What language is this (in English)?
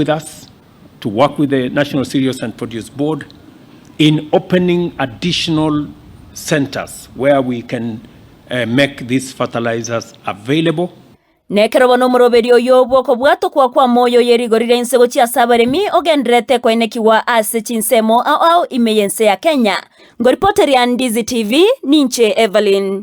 Gusii